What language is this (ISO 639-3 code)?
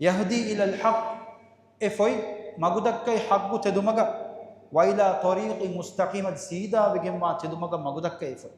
div